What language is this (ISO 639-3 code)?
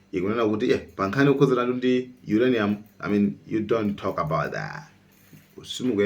nya